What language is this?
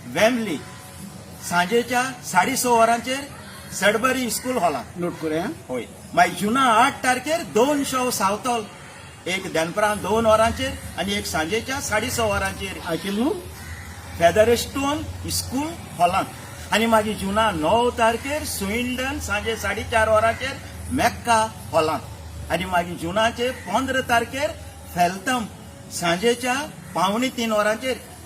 Konkani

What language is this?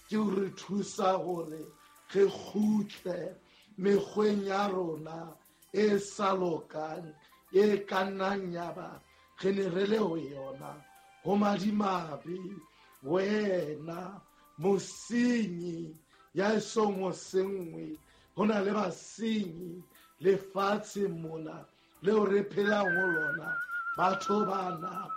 Southern Sotho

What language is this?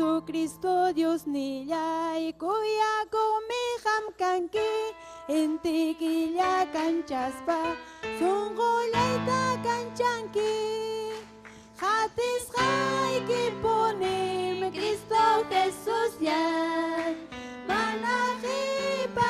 Ayacucho Quechua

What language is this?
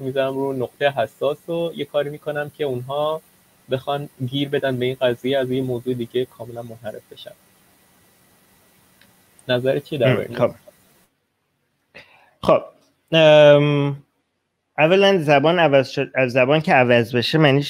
Persian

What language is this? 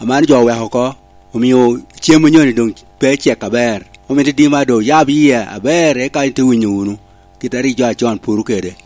Lango (Uganda)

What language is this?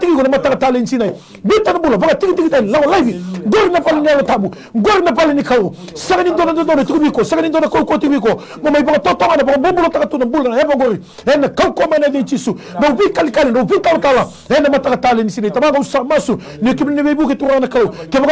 Fijian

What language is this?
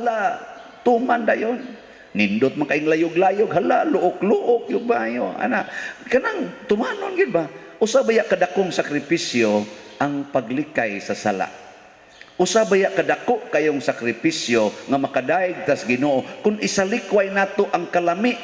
Cebuano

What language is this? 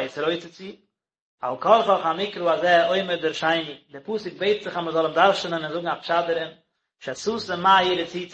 Yiddish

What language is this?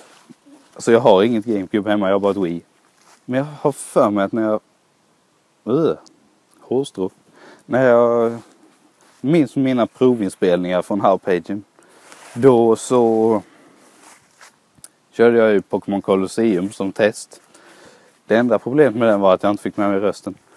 Swedish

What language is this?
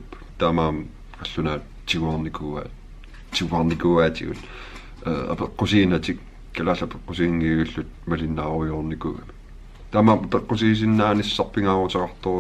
Kalaallisut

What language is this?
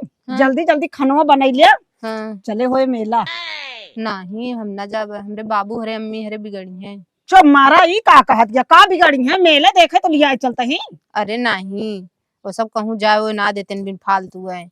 Awadhi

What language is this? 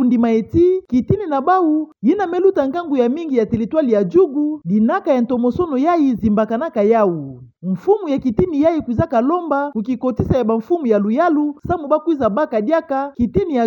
Kituba (Democratic Republic of Congo)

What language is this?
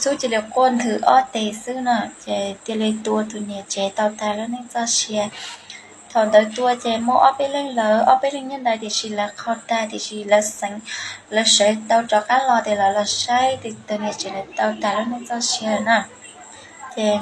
Hmong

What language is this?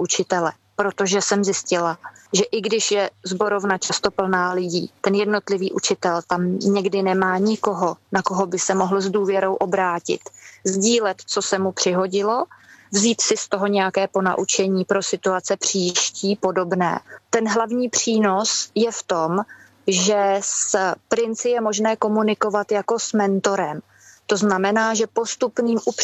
Czech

